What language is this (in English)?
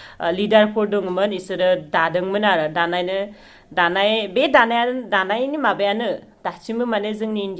Bodo